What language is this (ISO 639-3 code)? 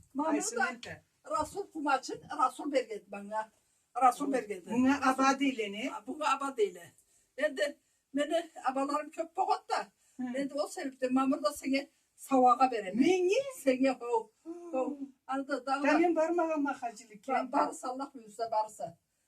krc